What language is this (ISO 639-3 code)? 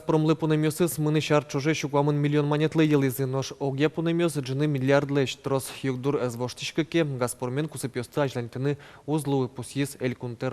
udm